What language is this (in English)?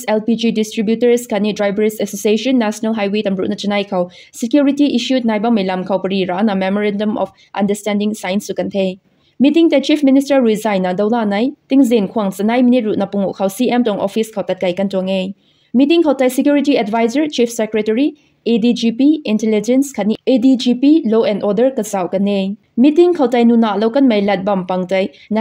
Rongmei Naga